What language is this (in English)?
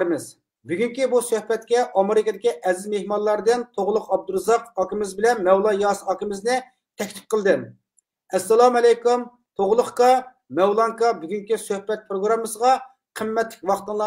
Uyghur